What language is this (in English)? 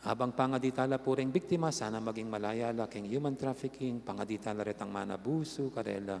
Pampanga